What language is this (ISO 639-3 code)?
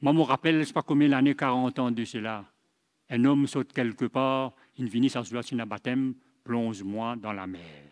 mfe